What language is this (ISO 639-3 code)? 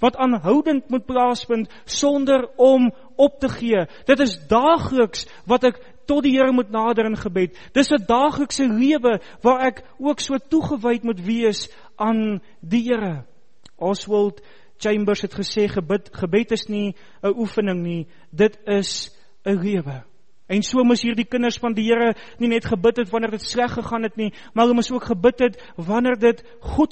afr